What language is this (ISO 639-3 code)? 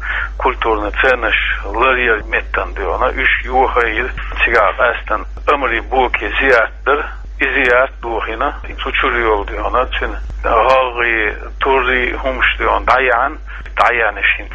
che